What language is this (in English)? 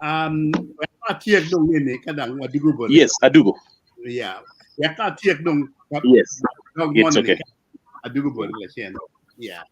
Acoli